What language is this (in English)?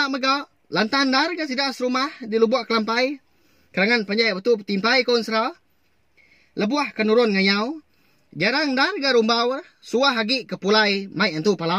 Iban